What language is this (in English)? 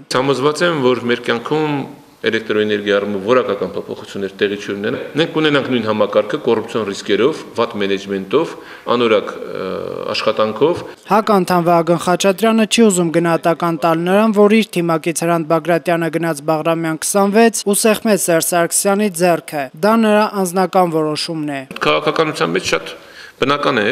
Armenian